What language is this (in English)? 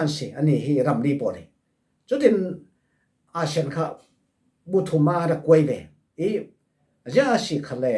Falam Chin